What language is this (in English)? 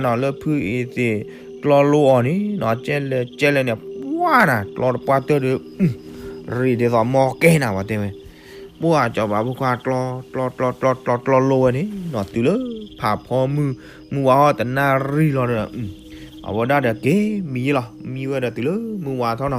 S'gaw Karen